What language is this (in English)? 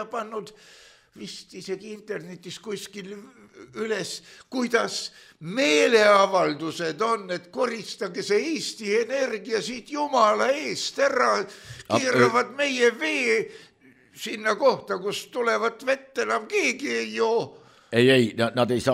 Estonian